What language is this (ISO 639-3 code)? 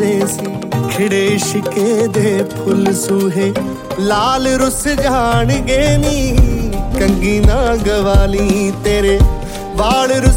pan